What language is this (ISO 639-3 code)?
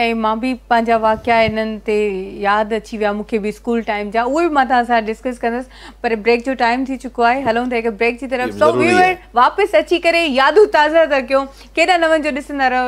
snd